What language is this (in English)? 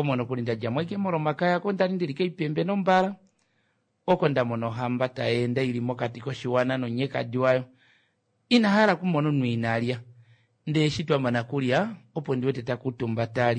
Kuanyama